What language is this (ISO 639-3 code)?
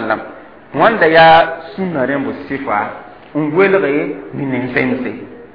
mos